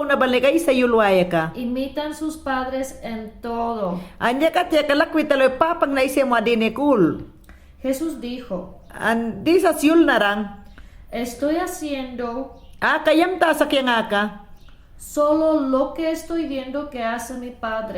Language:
Mayangna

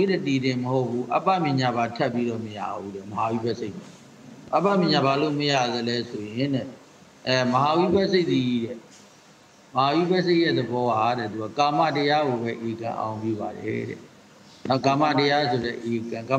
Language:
Burmese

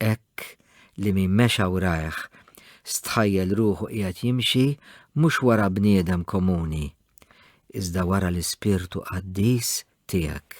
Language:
Maltese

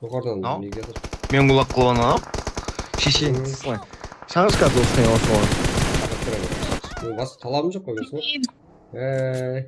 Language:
Kara-Kalpak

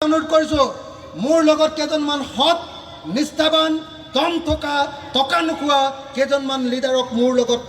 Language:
Assamese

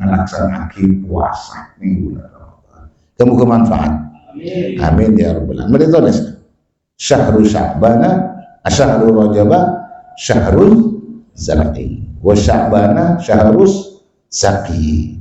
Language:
Madurese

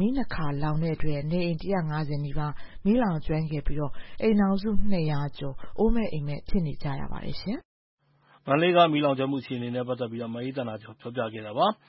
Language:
Burmese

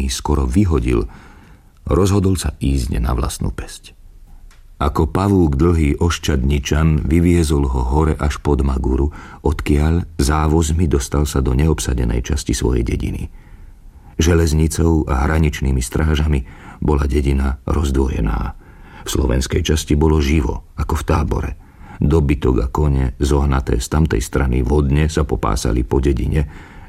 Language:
Slovak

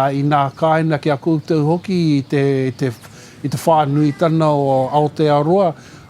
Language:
Māori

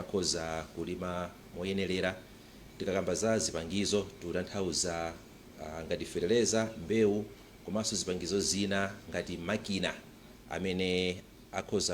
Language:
Nyanja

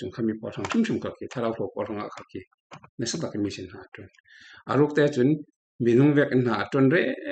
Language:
Falam Chin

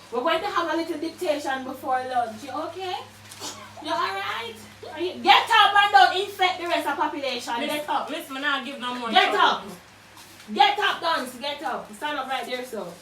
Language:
Jamaican Creole English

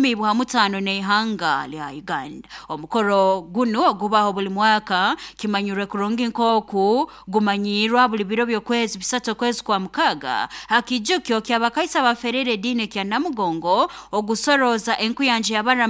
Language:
Nyoro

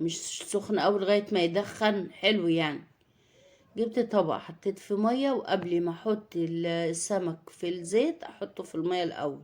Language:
Egyptian Arabic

